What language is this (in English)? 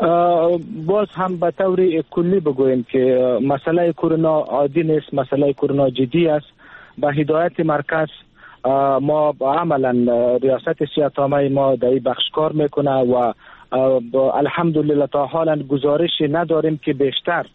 Persian